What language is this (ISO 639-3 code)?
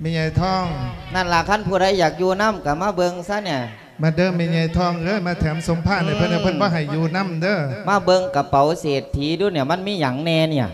lao